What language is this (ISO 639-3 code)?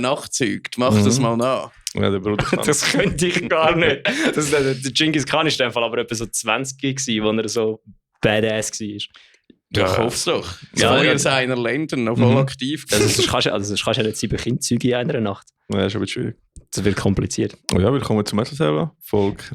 gsw